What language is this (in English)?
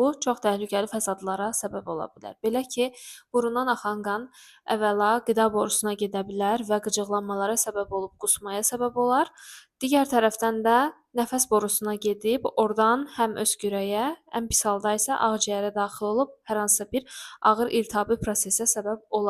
Azerbaijani